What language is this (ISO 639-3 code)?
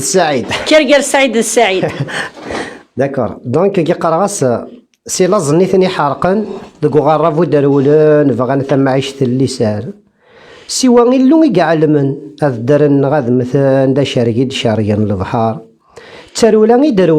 kab